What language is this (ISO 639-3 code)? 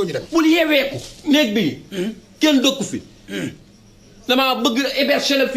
wol